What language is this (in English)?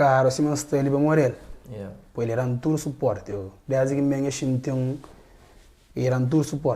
Kabuverdianu